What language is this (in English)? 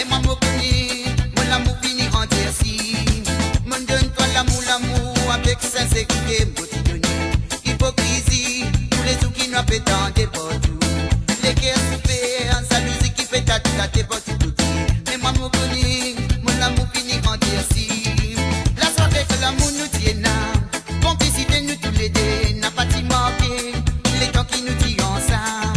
Morisyen